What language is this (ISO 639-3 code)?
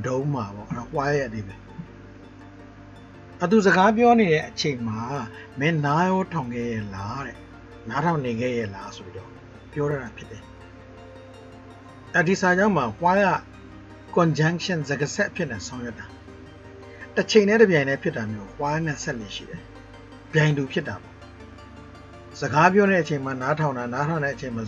mya